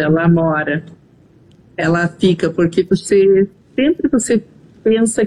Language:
Portuguese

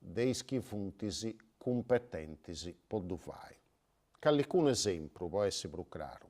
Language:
Sardinian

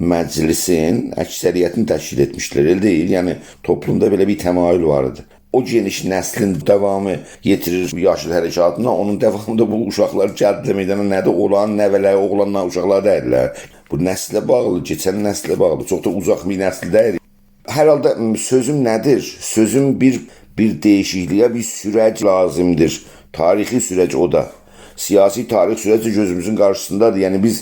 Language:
South Azerbaijani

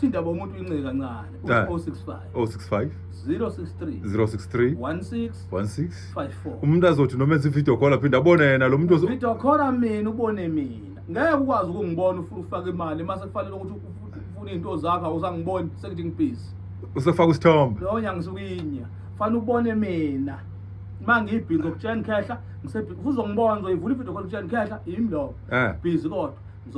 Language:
Zulu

